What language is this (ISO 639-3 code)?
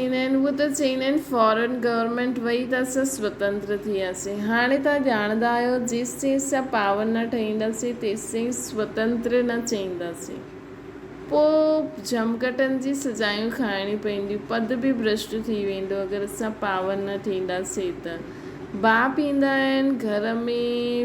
snd